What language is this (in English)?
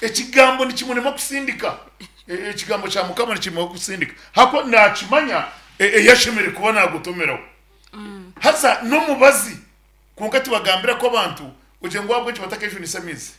Nyankole